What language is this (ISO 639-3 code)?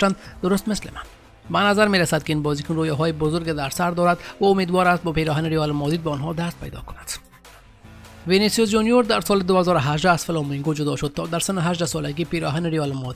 fas